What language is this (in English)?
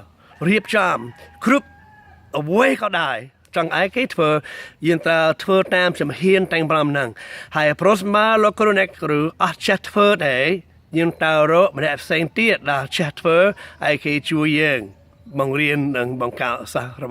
Khmer